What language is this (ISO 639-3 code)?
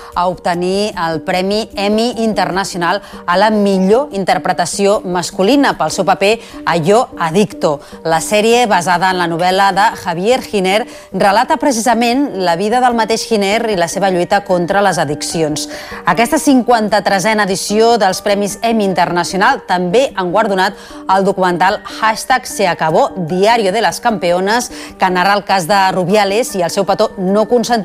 cat